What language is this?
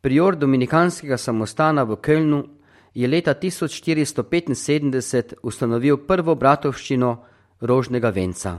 Slovenian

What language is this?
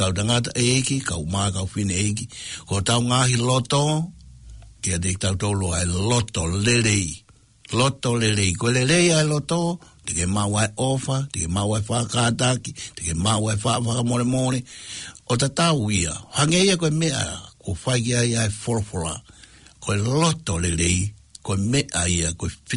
Tongan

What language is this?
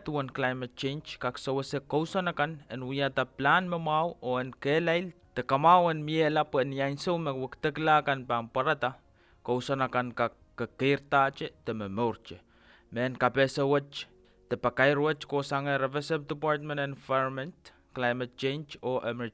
Pohnpeian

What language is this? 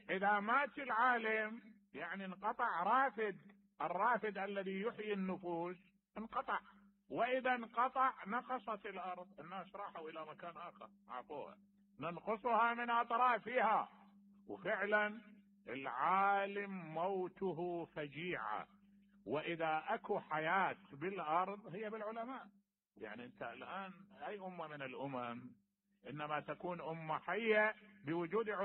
Mesopotamian Arabic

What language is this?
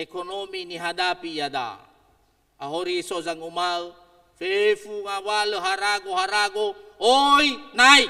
Nias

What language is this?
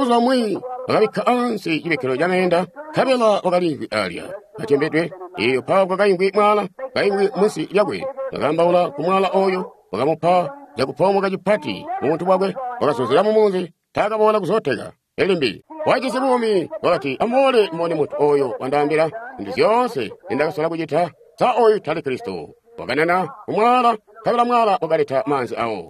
Tonga (Zambia)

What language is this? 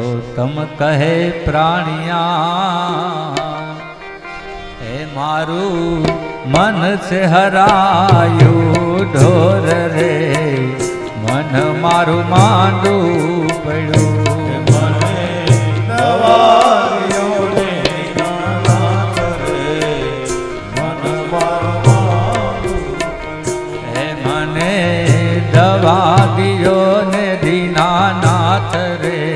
Gujarati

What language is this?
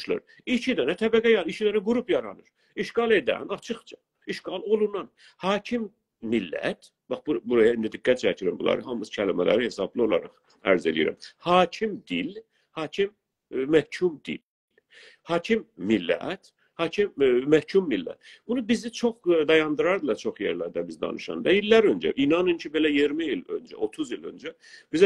South Azerbaijani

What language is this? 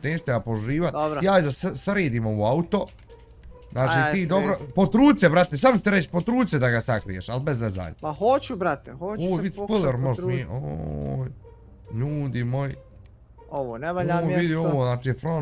Bosnian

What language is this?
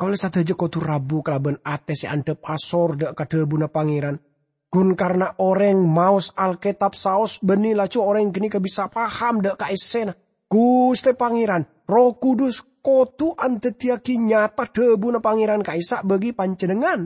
Madurese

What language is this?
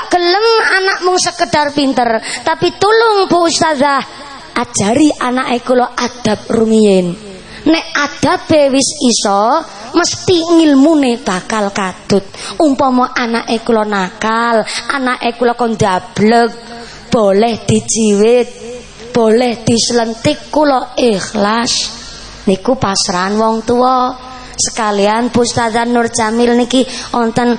Javanese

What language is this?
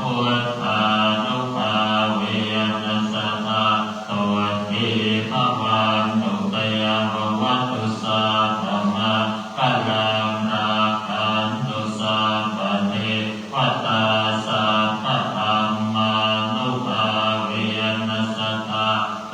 Pali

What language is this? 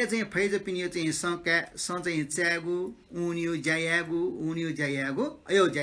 Newari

